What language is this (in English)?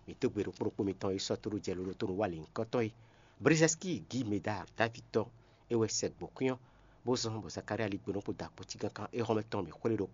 Fon